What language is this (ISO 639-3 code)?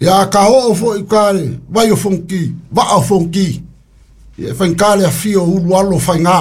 smo